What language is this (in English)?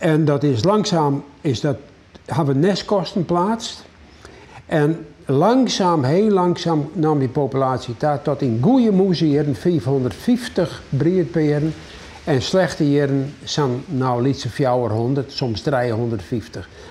Western Frisian